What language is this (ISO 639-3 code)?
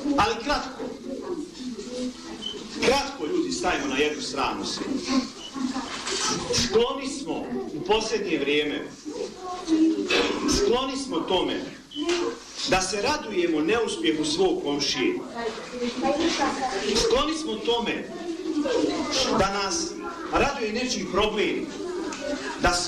bos